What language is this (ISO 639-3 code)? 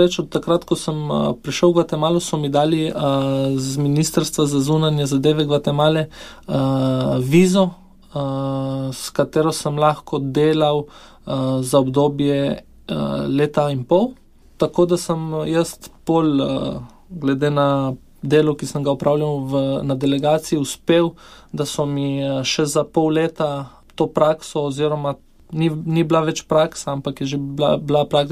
slv